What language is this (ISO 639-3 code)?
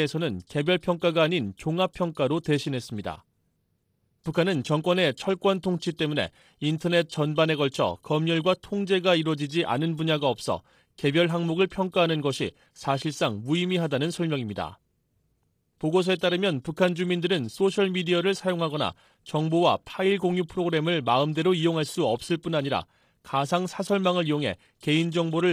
kor